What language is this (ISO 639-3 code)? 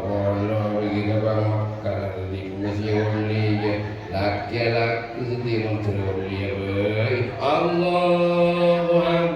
mad